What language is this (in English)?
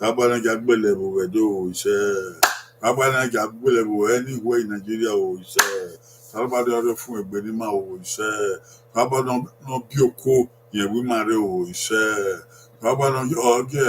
Bini